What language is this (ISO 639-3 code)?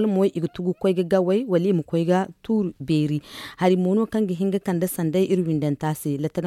dje